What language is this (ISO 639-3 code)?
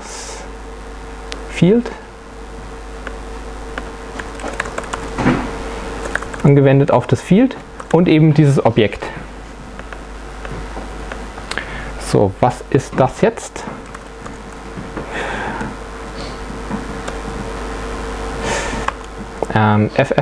deu